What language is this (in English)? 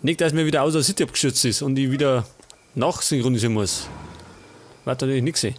Bavarian